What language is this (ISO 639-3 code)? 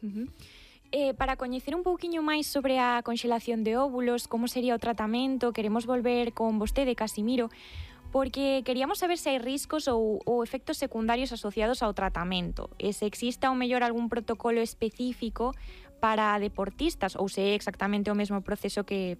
glg